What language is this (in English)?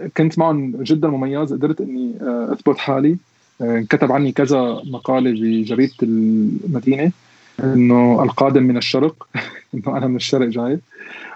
North Levantine Arabic